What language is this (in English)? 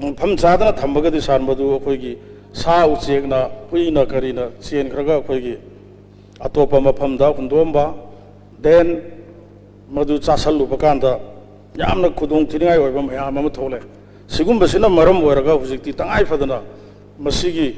Manipuri